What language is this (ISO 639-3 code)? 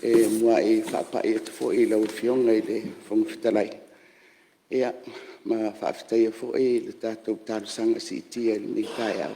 smo